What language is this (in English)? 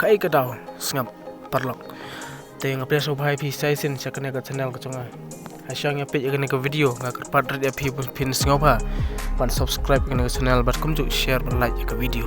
Khasi